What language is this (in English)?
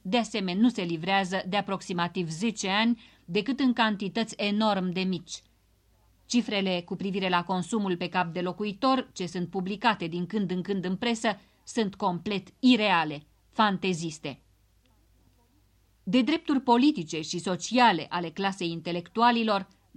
Romanian